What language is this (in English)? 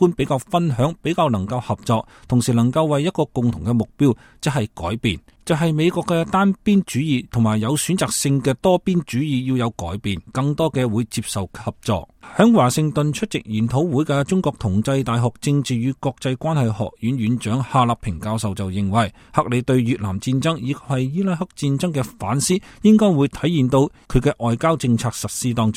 Cantonese